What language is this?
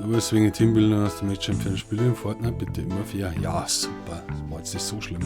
Bavarian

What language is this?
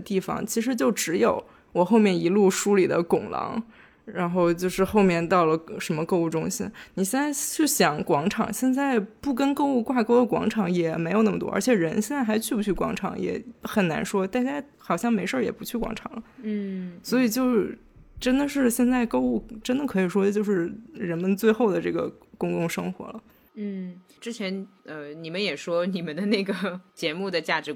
Chinese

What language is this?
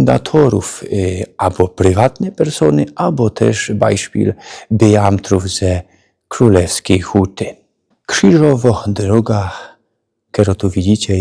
Silesian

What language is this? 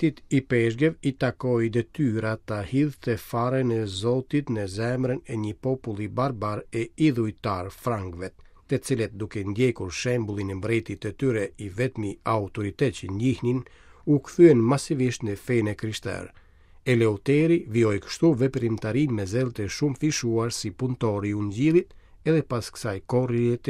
Albanian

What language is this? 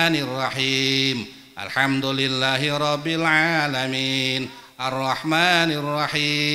Sundanese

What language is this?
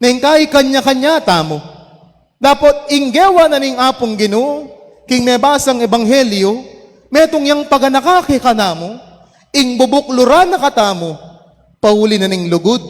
Pampanga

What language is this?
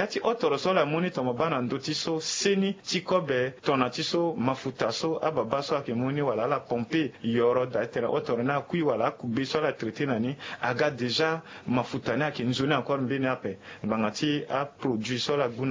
Sango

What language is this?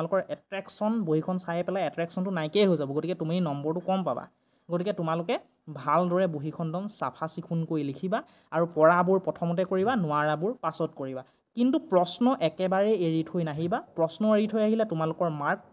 Assamese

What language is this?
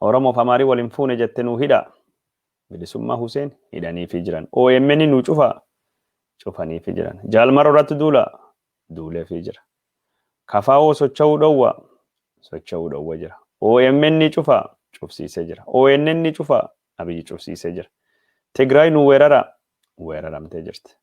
Oromo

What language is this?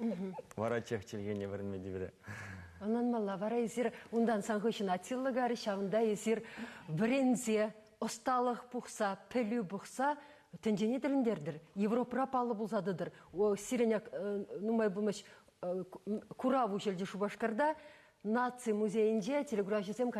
Chuvash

